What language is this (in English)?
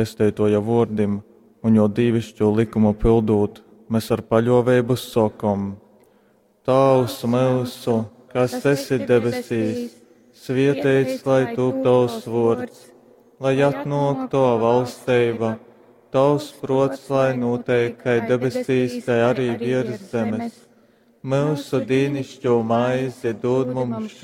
Latgalian